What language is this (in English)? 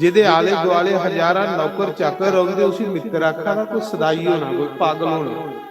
Dogri